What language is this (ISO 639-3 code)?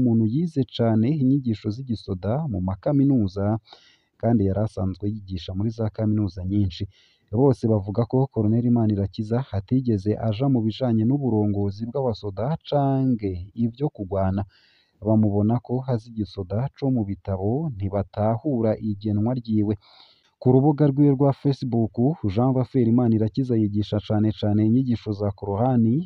run